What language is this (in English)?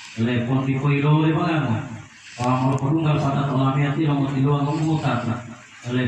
Gorontalo